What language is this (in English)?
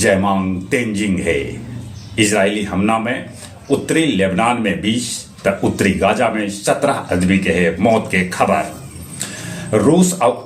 Magahi